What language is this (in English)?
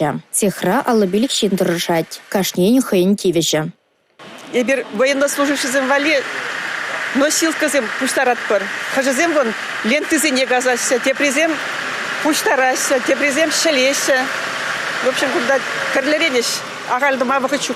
Chuvash